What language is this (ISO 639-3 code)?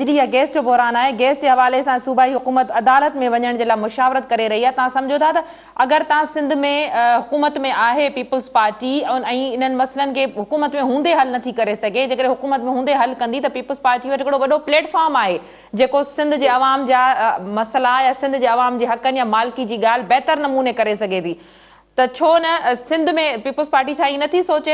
snd